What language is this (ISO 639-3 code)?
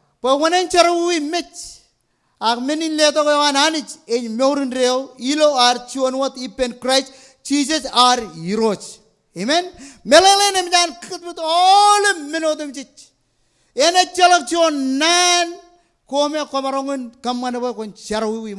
mah